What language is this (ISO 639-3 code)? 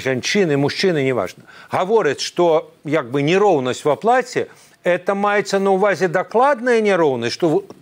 bel